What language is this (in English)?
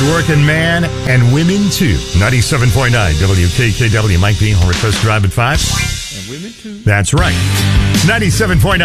English